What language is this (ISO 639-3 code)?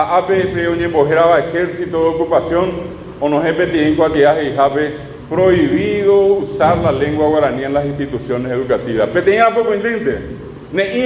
grn